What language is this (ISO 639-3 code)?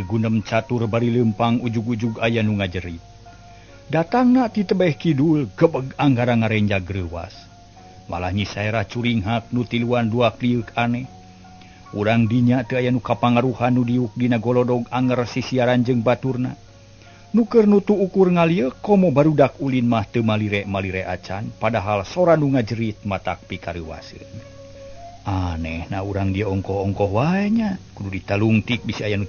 sun